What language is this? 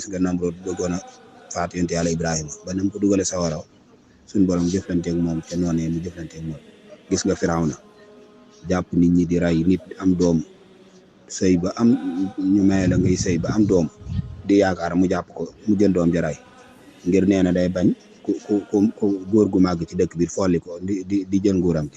Wolof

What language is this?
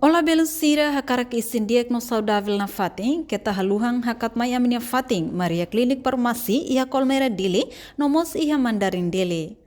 Tetum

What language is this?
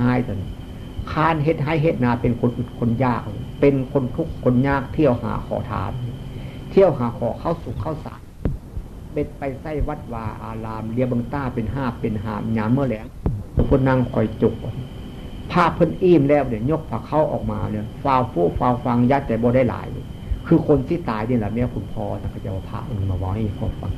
Northeastern Thai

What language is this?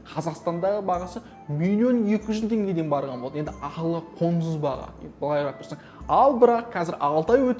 Kazakh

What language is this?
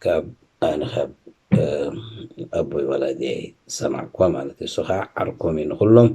Tigrinya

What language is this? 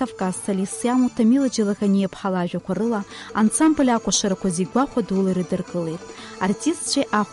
Abkhazian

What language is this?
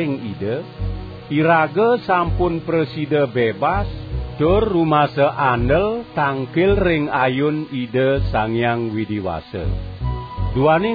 Balinese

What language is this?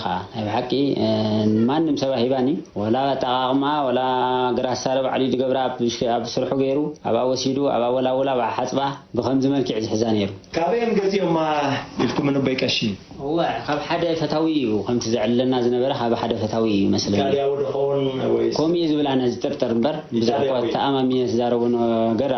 Tigrinya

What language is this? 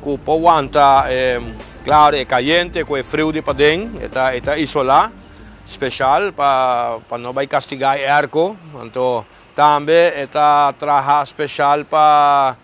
Papiamento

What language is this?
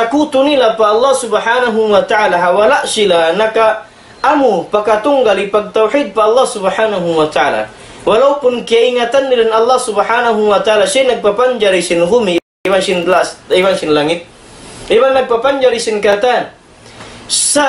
Tausug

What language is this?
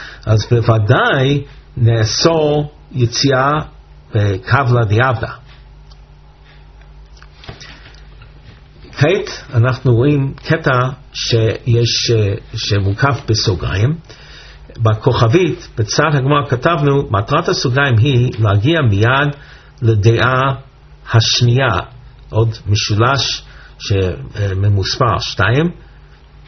Hebrew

